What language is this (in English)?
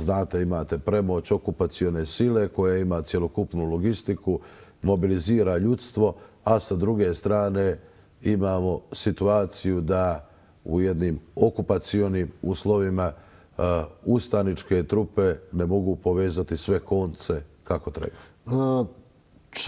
Bosnian